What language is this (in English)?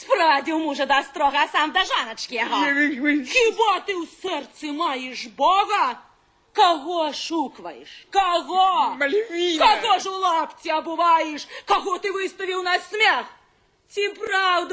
Belarusian